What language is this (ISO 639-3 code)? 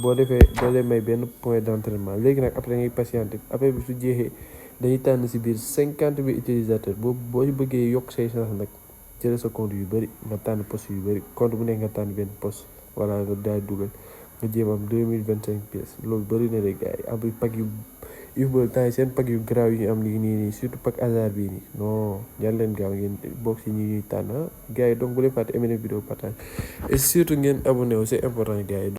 wol